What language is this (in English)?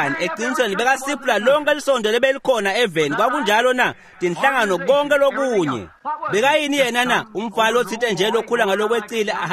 Swati